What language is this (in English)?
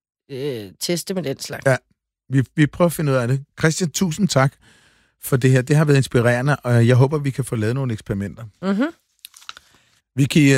Danish